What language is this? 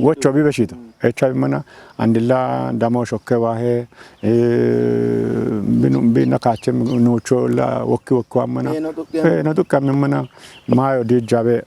Kafa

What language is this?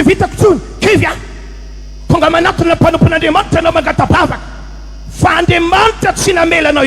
Malagasy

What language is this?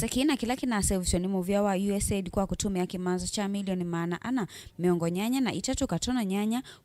Kamba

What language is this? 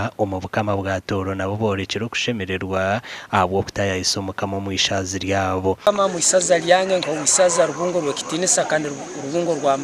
Nyankole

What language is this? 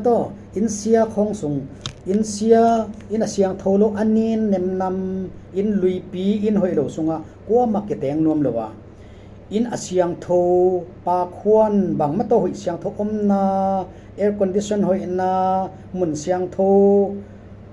Tedim Chin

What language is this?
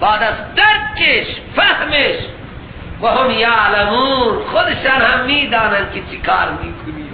Persian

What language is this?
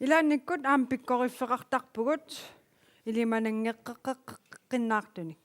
Kalaallisut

